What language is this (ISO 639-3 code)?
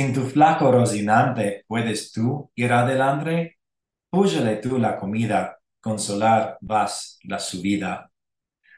lad